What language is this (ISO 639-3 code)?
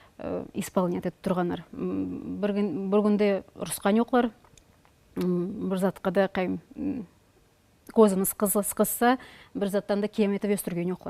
nog